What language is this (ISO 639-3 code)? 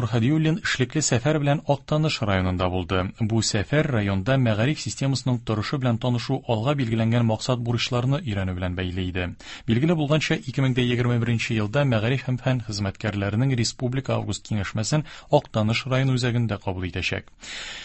tat